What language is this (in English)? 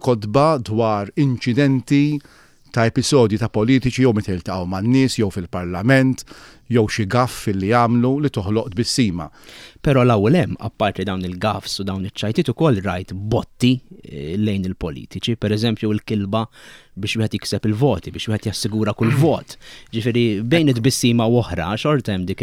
Maltese